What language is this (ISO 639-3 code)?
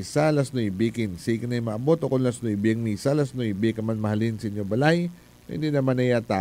hil